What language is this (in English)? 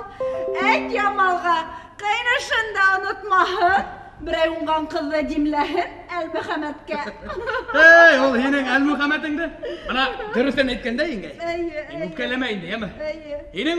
Bashkir